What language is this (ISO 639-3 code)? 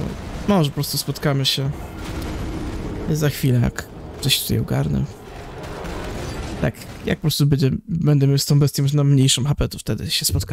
pol